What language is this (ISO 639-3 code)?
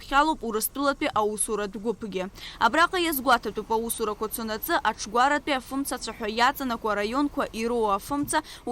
abk